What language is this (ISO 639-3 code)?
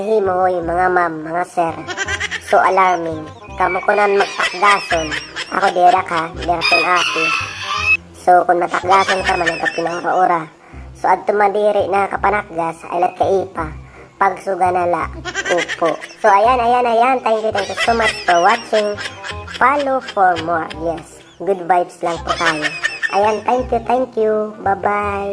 war